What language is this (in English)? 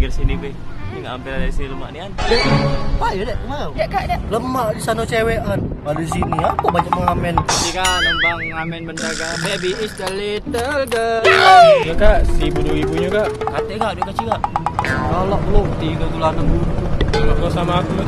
Musi